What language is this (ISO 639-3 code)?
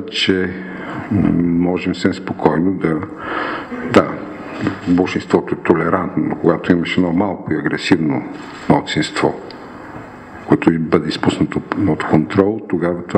bul